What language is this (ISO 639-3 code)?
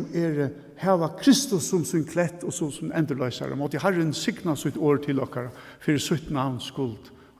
fao